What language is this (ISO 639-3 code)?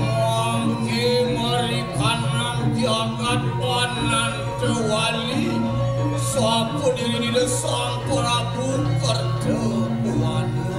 ban